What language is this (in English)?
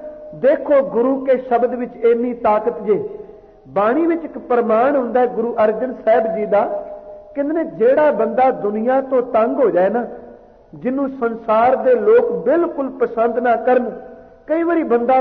Punjabi